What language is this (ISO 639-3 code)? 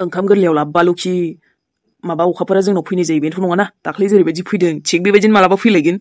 brx